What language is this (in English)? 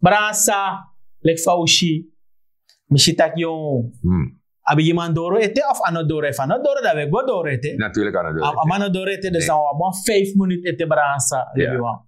Sranan Tongo